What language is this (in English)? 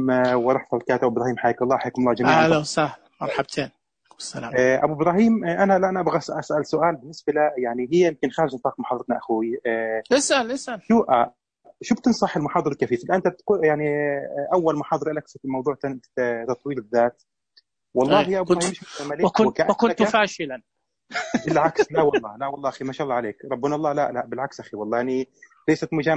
Najdi Arabic